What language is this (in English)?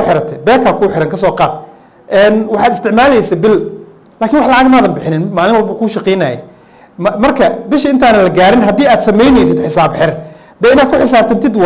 Somali